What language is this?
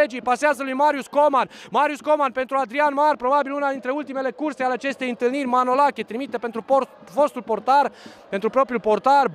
Romanian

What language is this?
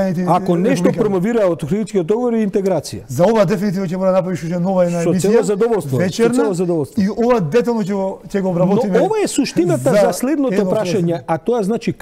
Macedonian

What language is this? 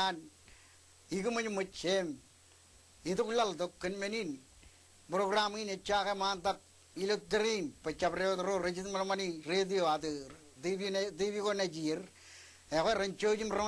Marshallese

